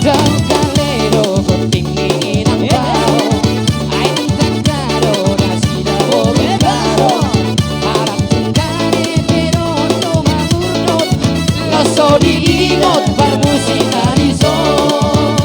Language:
Batak Toba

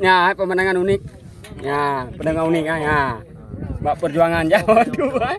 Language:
Achinese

